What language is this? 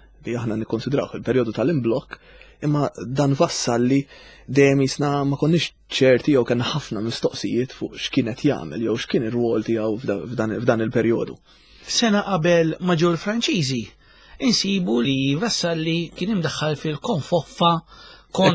Maltese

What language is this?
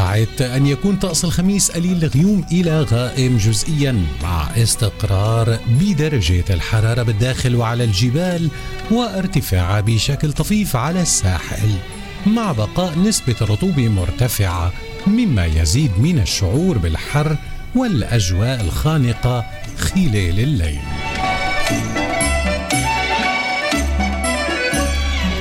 Arabic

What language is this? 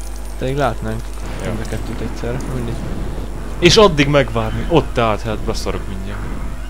Hungarian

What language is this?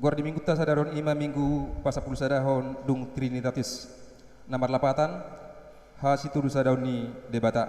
Batak Toba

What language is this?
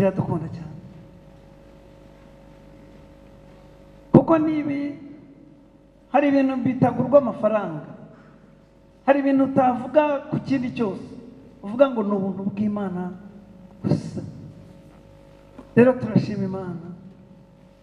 Kinyarwanda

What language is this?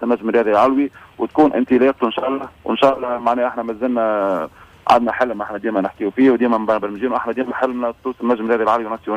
Tunisian Arabic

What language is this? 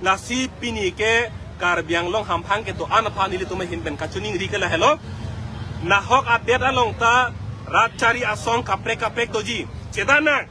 Karbi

